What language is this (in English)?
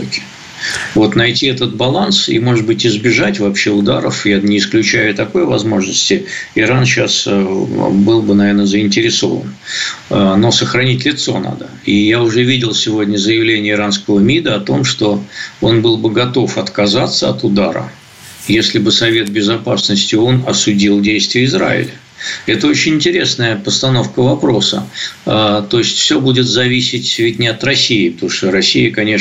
Russian